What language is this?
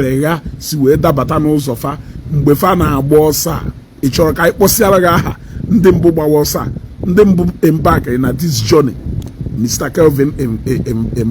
Igbo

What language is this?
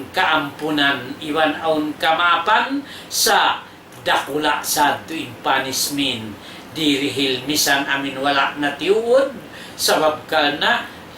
Tausug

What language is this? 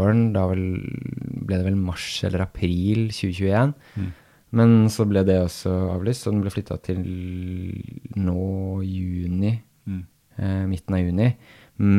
Norwegian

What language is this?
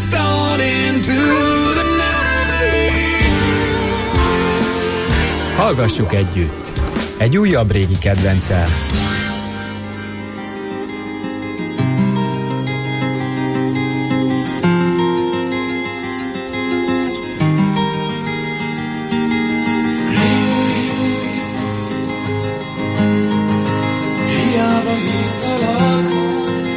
Hungarian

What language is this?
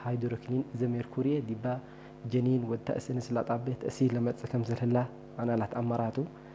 Tigre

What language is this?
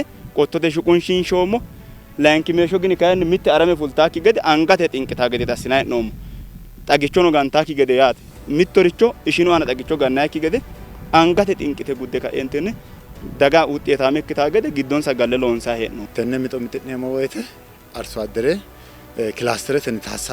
Sidamo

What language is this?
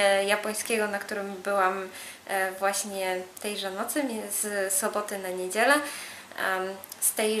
Polish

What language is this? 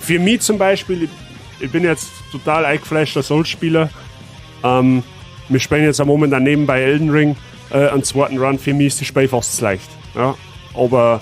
Bavarian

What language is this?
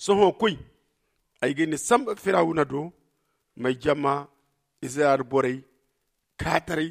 Zarma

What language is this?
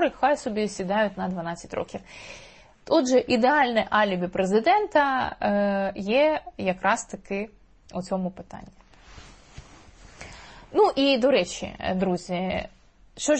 Ukrainian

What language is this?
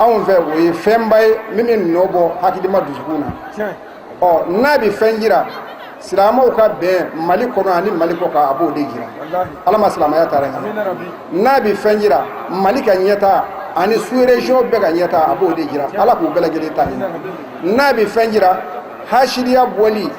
Bambara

